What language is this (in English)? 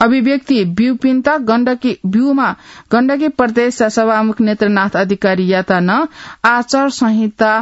Newari